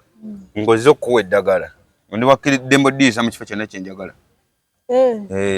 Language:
Ganda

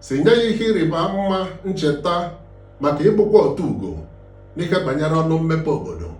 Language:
Igbo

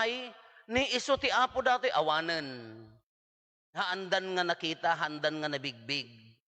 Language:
Iloko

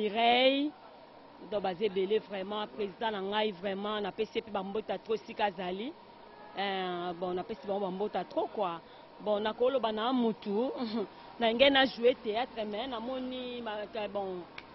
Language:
Lingala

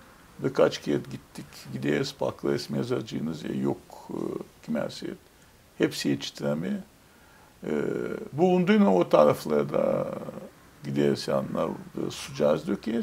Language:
Gagauz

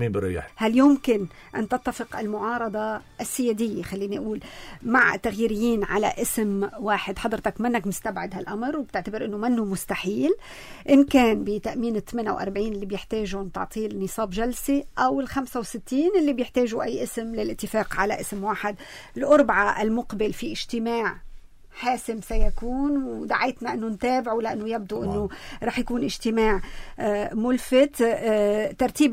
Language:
North Levantine Arabic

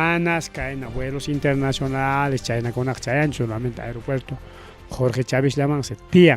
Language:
Ayacucho Quechua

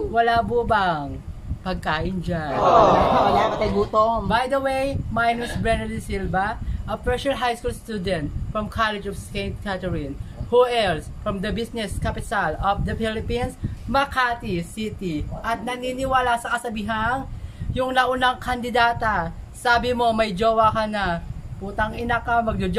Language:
Filipino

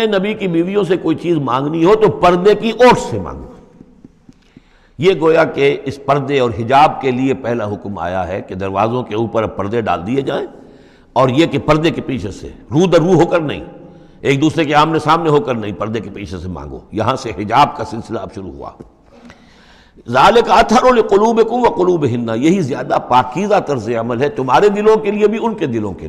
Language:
Urdu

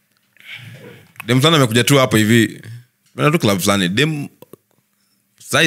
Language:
Swahili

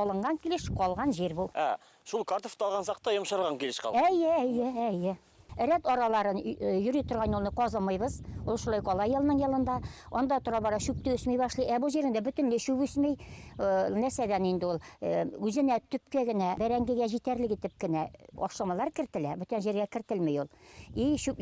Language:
Bashkir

